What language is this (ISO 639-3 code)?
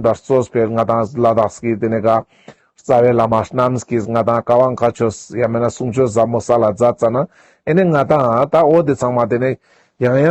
lbj